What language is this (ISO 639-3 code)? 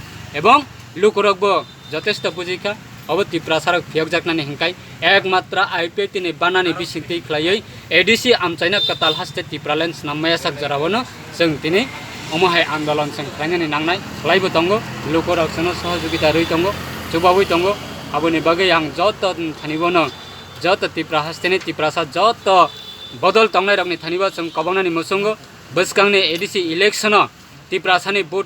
trp